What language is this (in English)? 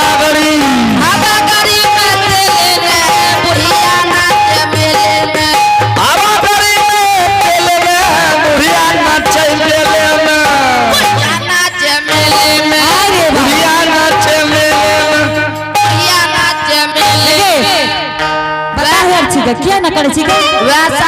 Angika